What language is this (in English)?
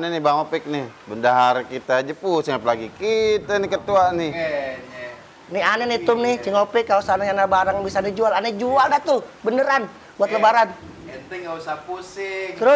Betawi